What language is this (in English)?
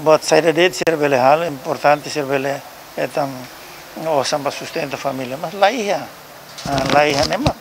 Tetum